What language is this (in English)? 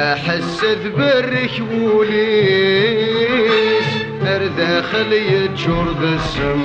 Kabyle